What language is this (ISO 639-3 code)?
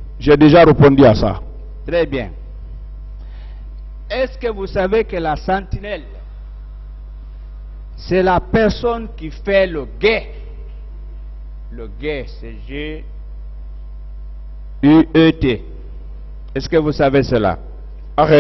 fra